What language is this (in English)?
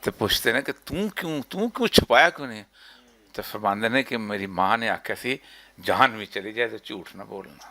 Western Panjabi